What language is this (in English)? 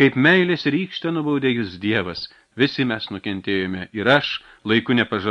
Lithuanian